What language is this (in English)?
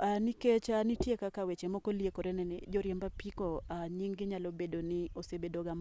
Luo (Kenya and Tanzania)